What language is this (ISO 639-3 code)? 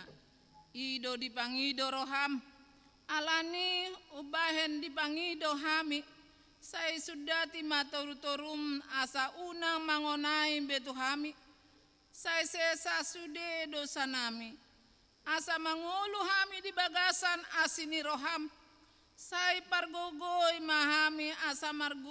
bbc